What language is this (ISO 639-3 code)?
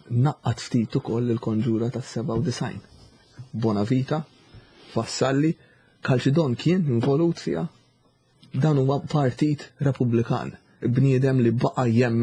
mlt